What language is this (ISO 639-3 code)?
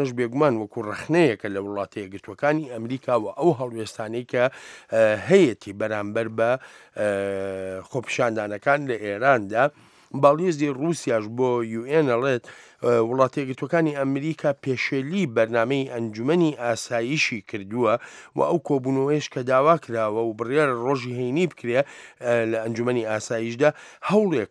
ckb